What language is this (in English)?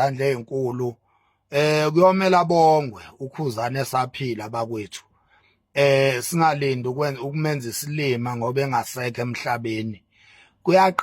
Zulu